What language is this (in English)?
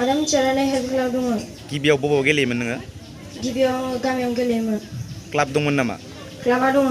Bodo